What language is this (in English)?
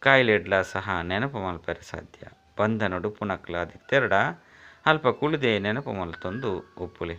Tulu